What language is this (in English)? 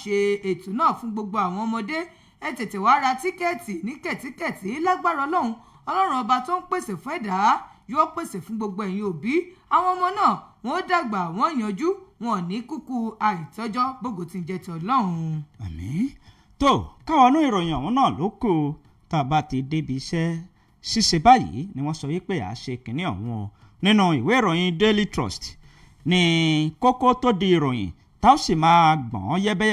Yoruba